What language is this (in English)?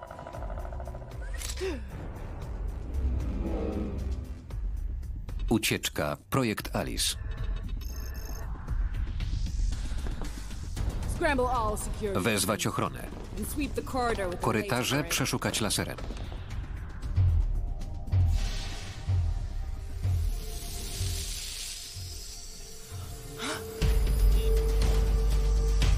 Polish